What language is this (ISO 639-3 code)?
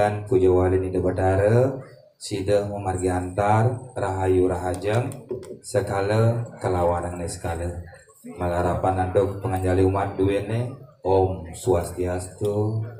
ban